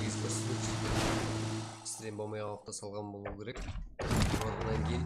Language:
Kara-Kalpak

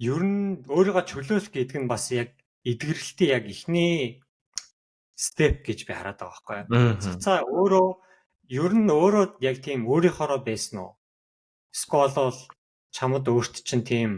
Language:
Mongolian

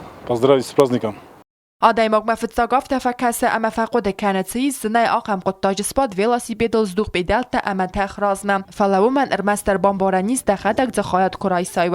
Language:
Ossetic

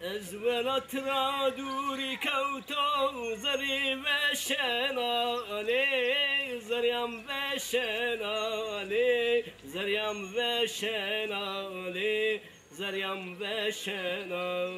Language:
Zaza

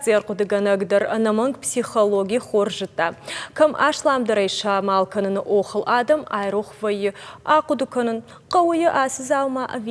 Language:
Ossetic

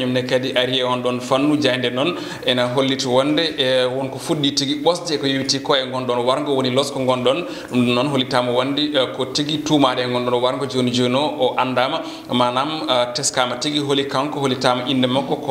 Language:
Fula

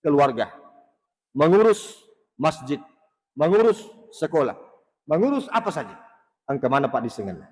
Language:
Buginese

